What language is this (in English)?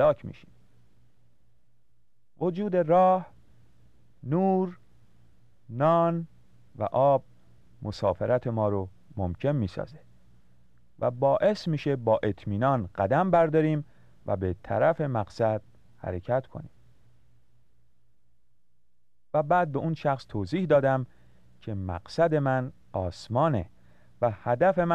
Persian